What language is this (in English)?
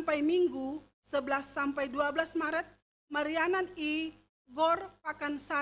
Batak Simalungun